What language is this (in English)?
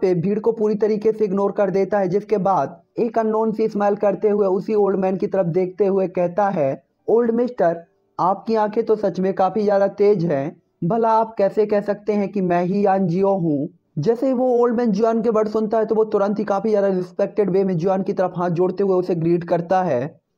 Hindi